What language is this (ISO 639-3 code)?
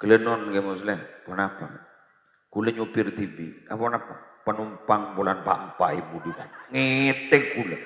mad